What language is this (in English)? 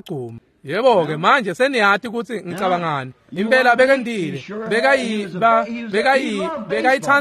Swati